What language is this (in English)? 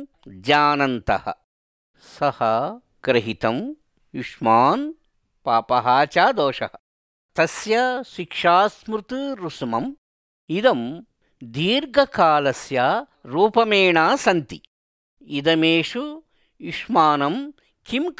Sanskrit